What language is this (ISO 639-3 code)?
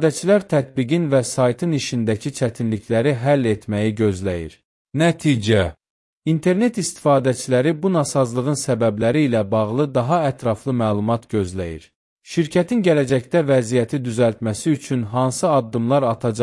aze